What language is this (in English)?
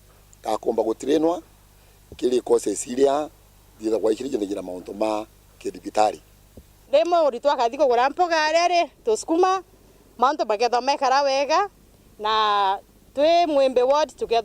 Meru